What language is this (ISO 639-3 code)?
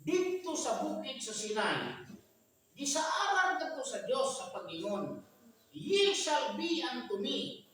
ceb